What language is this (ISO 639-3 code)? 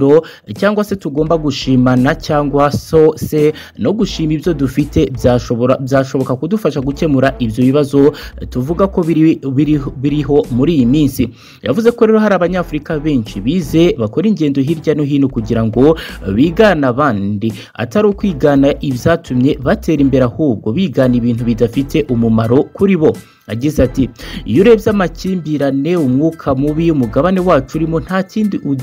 kin